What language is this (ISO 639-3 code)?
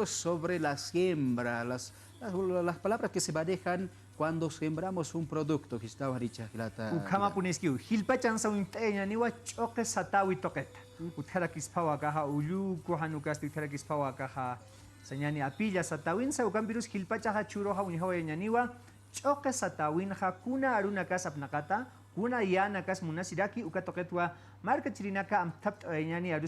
aym